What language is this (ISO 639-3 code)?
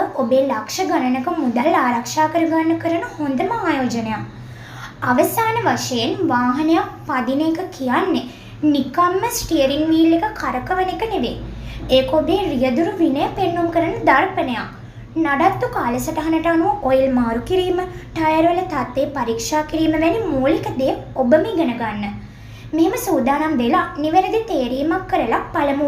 sin